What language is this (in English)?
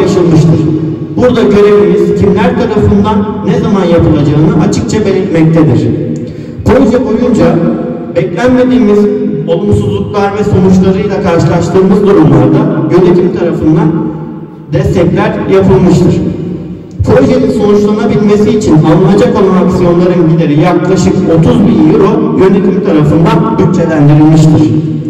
Turkish